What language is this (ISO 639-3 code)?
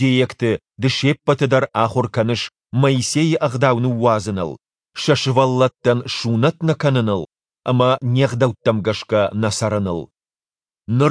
oss